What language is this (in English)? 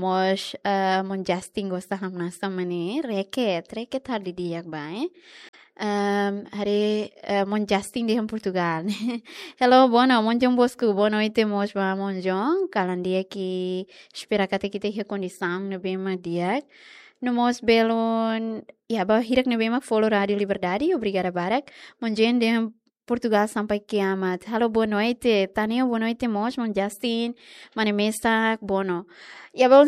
Tetum